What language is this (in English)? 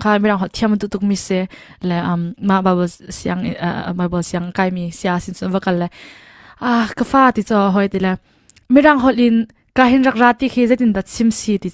Hakha Chin